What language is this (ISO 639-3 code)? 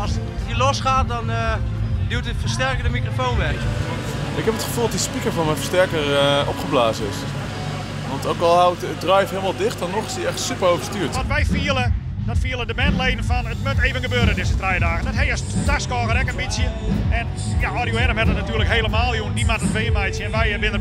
fry